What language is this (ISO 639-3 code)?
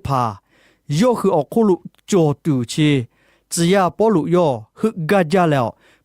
lhu